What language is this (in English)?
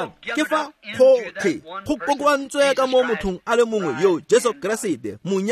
Tswana